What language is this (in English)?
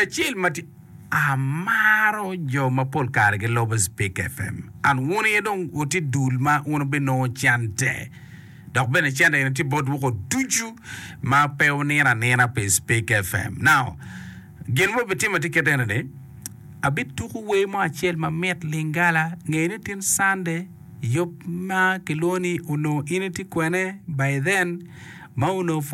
Acoli